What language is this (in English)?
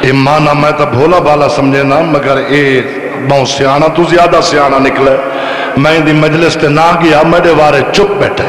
Saraiki